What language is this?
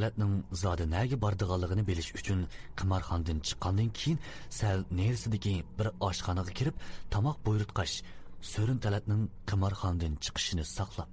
Uyghur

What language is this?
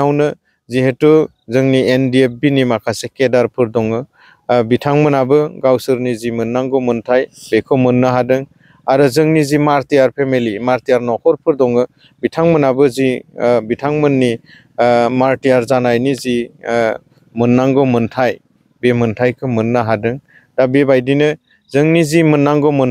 Bodo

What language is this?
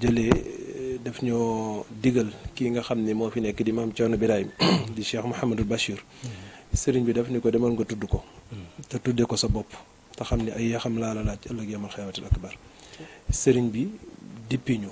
Wolof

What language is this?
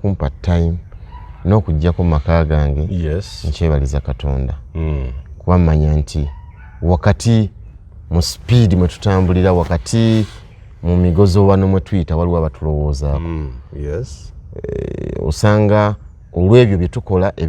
Ganda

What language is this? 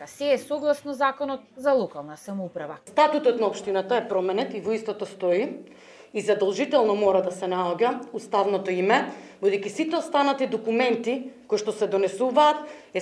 Macedonian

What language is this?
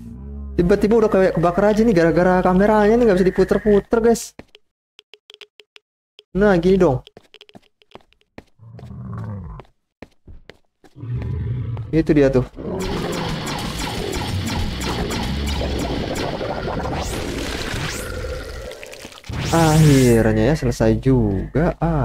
Indonesian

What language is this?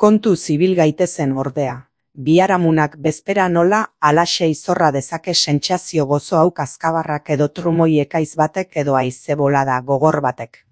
Basque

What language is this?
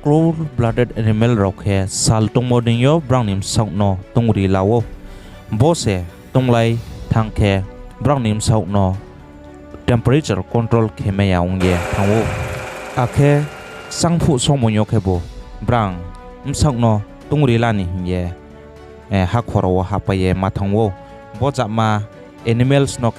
Riang (India)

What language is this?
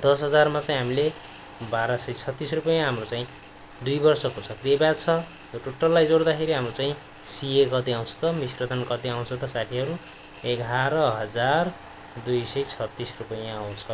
Nepali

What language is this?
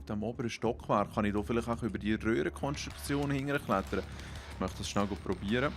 Swiss German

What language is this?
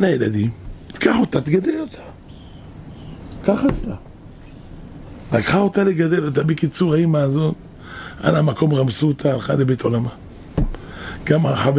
Hebrew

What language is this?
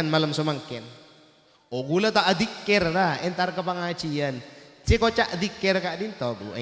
Madurese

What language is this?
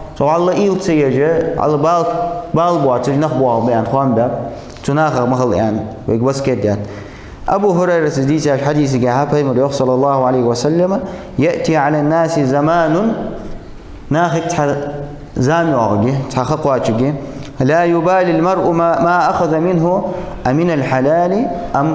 Ingush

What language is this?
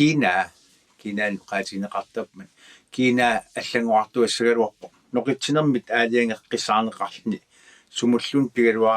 Kalaallisut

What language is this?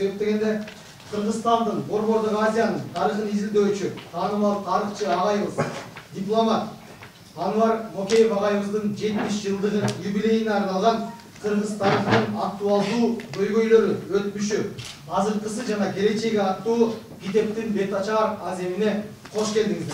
Kyrgyz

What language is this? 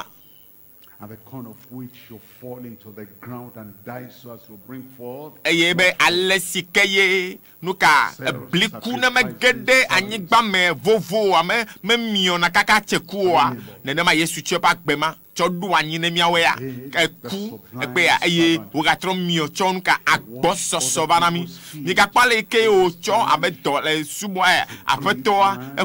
Ewe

